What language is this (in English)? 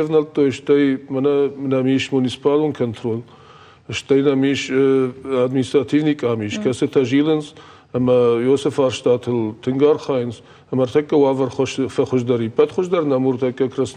Ossetic